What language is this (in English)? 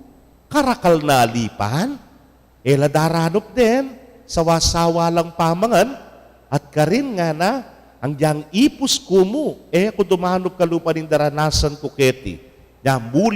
Pampanga